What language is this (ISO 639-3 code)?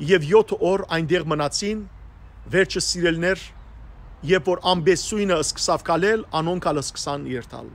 hyw